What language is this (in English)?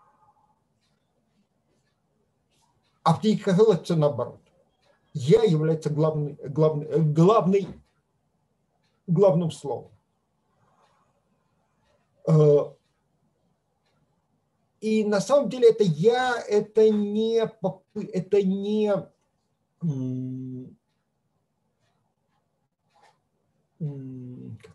Russian